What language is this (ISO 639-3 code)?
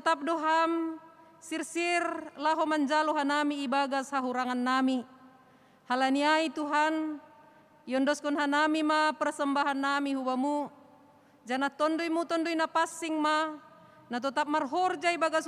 bts